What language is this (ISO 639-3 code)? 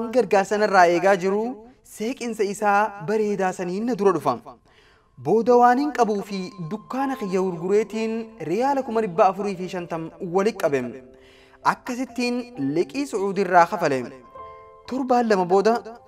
orm